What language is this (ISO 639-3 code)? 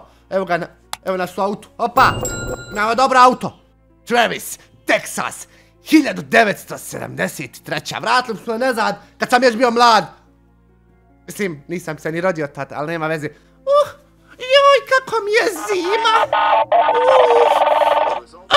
bos